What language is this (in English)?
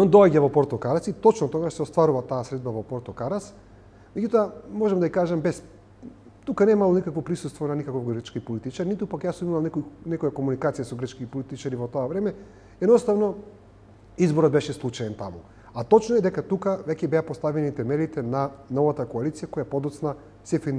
Macedonian